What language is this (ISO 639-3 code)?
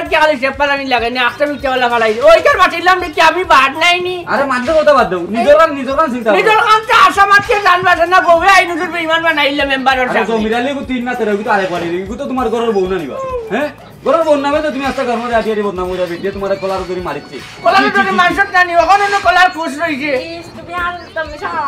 syl